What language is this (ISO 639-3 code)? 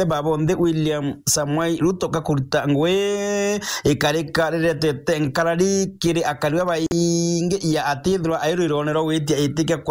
mer